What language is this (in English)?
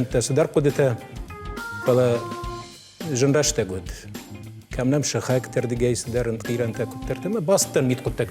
Ossetic